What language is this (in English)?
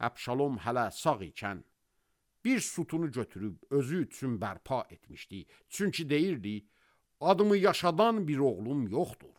Azerbaijani